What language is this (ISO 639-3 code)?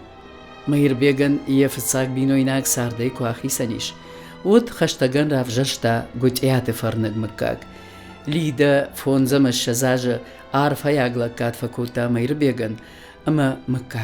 oss